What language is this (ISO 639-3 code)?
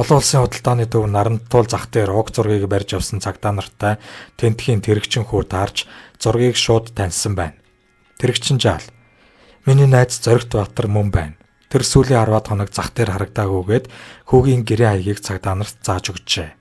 mon